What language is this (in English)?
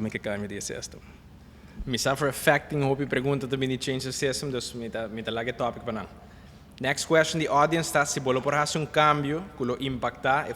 Papiamento